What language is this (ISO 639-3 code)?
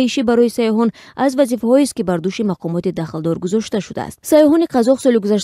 tgk